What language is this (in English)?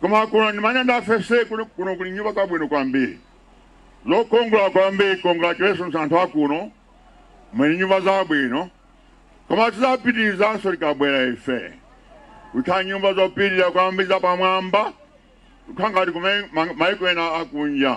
Nyanja